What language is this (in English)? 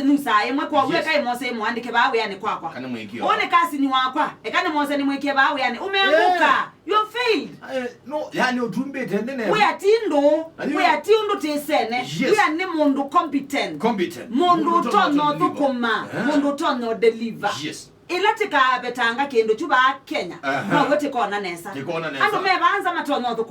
Kamba